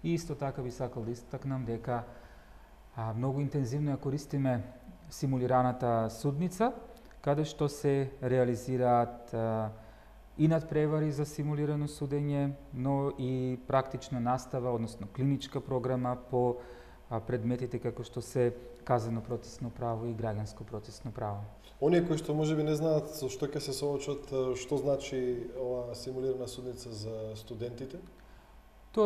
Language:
Macedonian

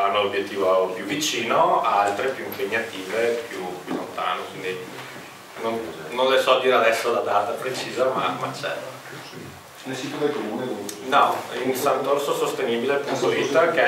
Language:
Italian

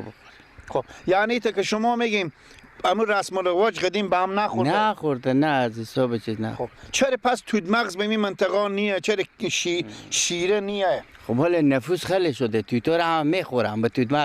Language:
Persian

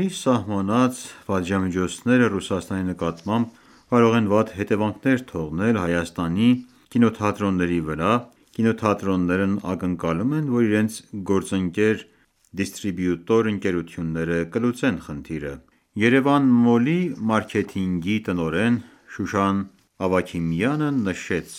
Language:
Armenian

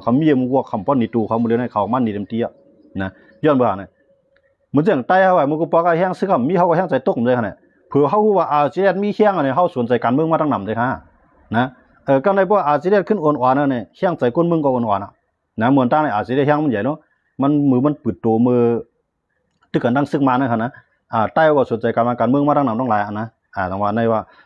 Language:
Shan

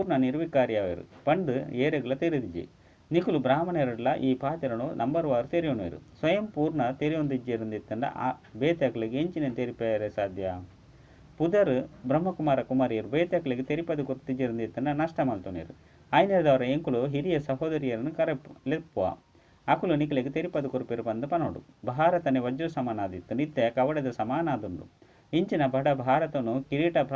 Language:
Tulu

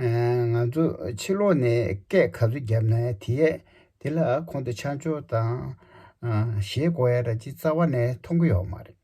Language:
Tibetan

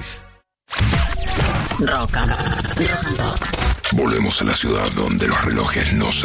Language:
Spanish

